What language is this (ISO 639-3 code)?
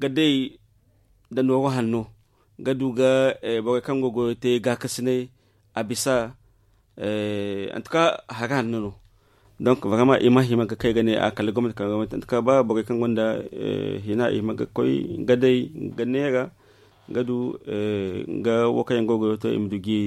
dje